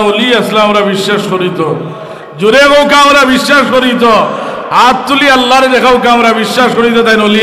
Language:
Sylheti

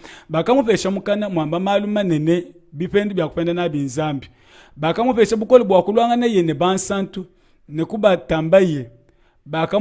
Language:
Luba-Lulua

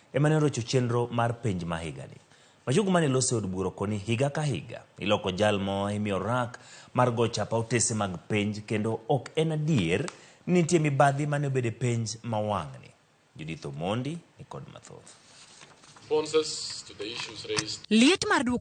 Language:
Luo (Kenya and Tanzania)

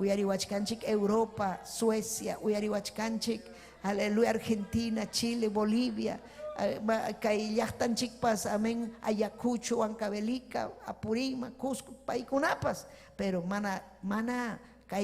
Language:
Ayacucho Quechua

